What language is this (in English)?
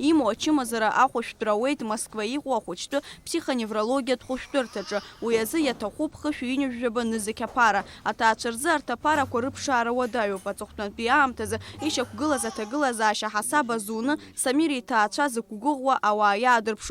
Abkhazian